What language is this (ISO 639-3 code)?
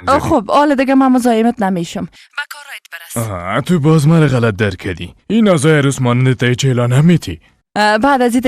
fas